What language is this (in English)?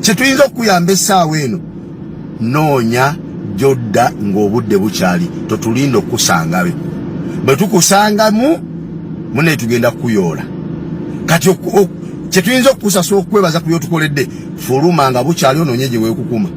Ganda